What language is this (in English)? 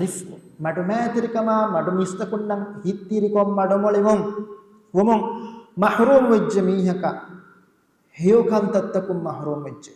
Divehi